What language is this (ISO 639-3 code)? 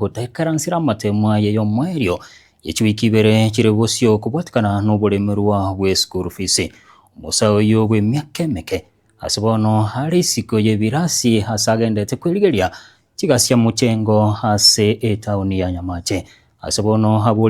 guz